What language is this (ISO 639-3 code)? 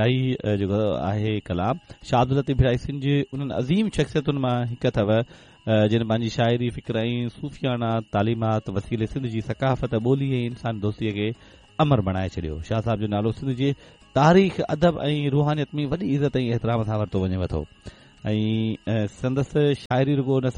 snd